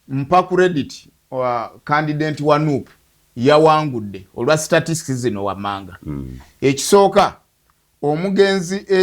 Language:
Ganda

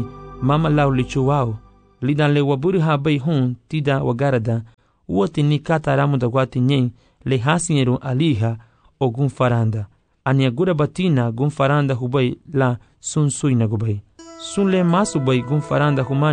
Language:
Garifuna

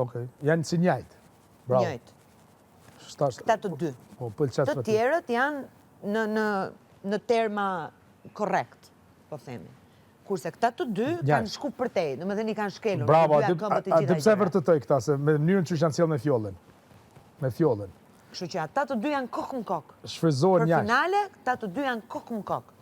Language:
Albanian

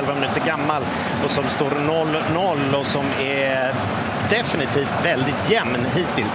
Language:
Swedish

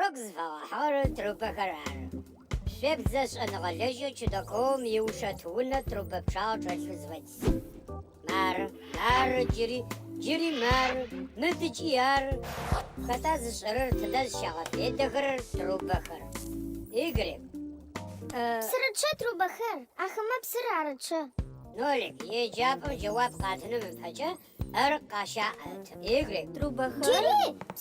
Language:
Adyghe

